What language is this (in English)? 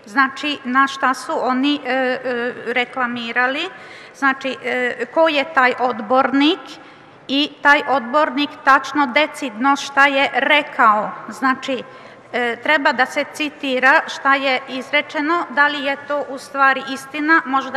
Serbian